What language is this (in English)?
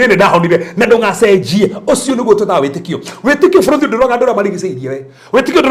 Kikuyu